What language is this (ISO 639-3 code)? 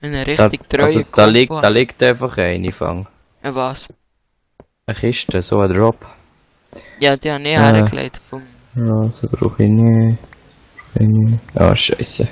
gsw